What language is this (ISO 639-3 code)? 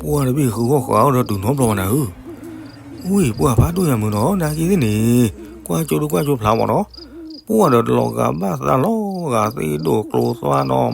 ksw